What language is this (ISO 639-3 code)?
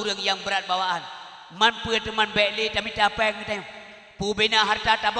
ace